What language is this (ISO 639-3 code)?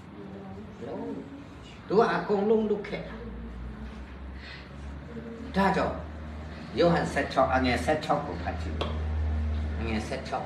mya